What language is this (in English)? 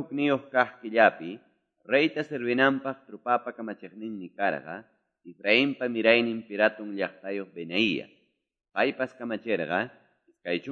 Quechua